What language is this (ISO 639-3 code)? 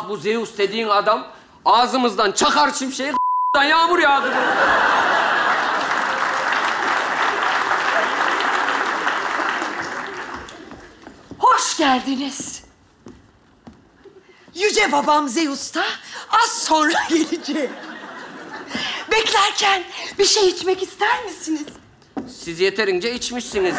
tur